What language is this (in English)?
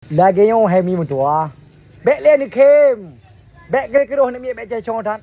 Achinese